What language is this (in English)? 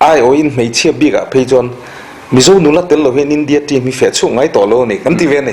Mizo